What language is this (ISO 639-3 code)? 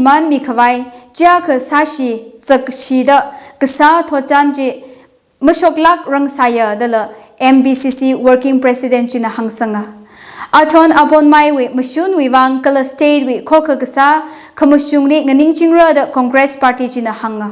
nmf